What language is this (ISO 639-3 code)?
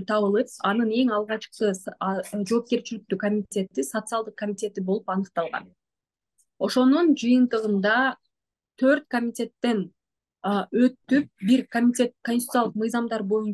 kir